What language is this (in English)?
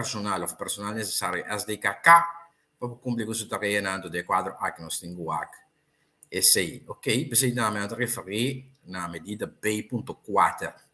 Papiamento